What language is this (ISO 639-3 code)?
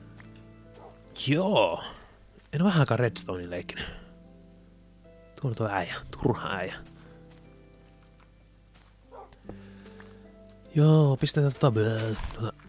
fin